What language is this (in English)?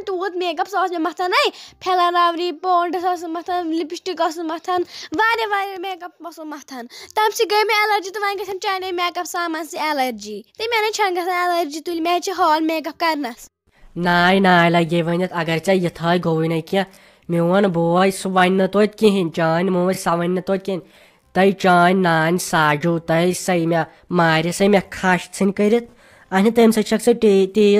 Kashmiri